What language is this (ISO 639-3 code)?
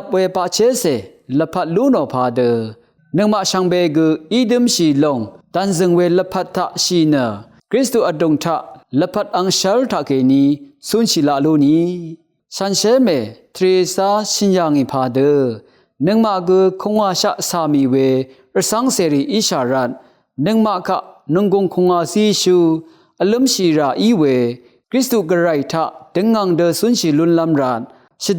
raw